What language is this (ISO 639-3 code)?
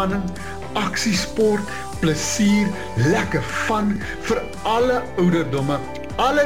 afr